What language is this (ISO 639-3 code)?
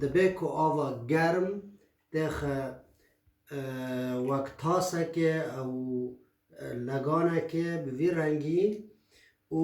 kur